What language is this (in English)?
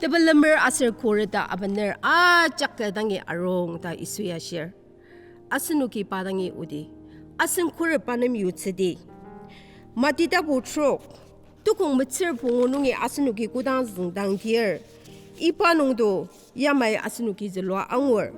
Ao Naga